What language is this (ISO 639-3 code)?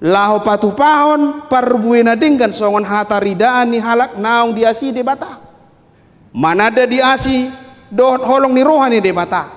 bbc